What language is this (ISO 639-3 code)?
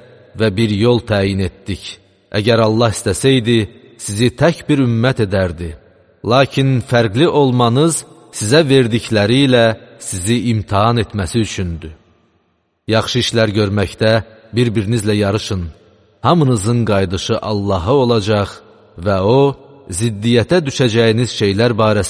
aze